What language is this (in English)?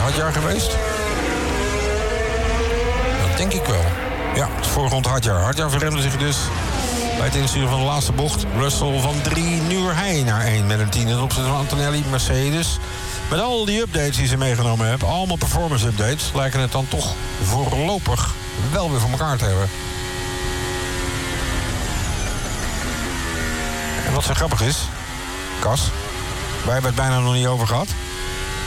Dutch